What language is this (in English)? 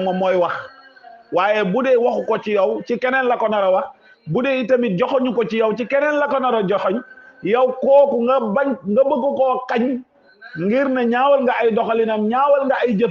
Wolof